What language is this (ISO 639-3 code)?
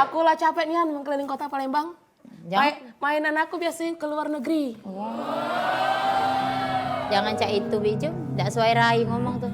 mui